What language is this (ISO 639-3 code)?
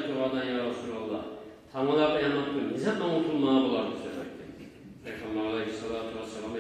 kum